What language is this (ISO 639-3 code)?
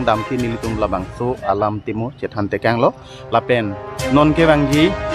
mjw